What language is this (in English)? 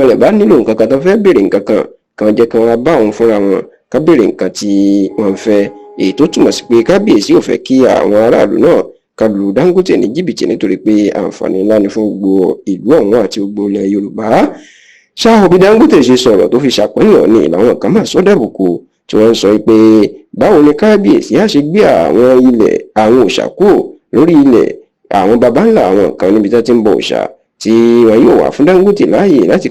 Yoruba